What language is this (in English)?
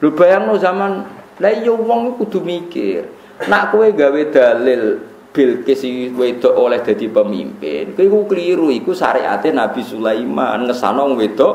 Javanese